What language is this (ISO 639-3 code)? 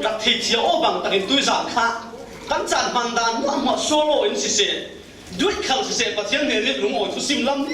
cfm